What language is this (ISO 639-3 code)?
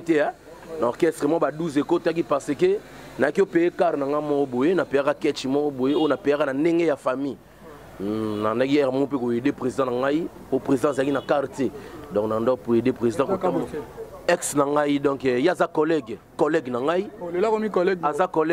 lin